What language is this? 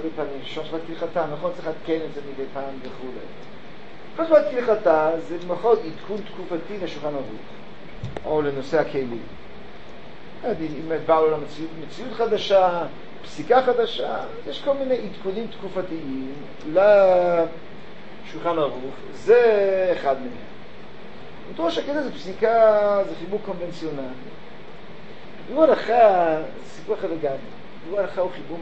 Hebrew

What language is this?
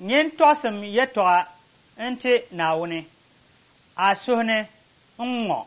Dagbani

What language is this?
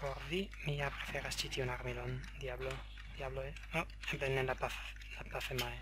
Esperanto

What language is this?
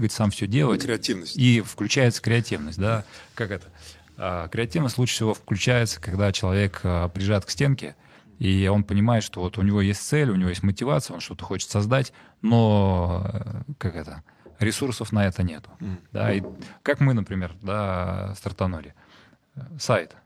Russian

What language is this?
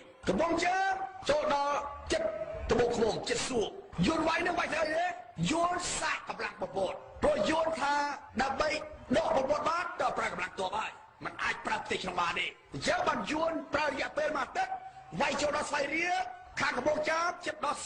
Khmer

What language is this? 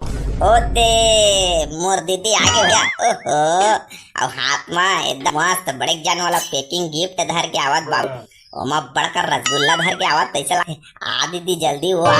Chhattisgarhi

